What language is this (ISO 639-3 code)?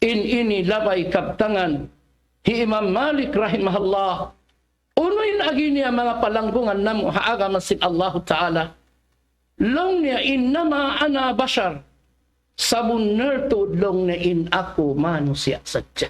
tsg